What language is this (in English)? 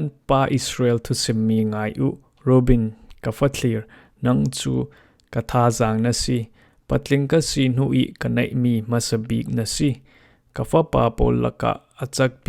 Falam Chin